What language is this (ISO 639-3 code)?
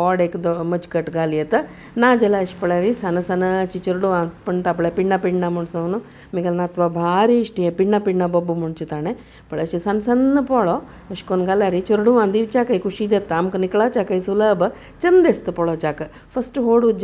kok